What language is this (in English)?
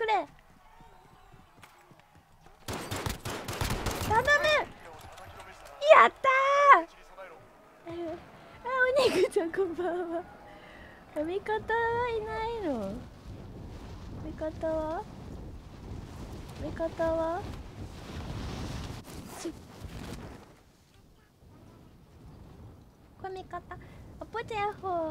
Japanese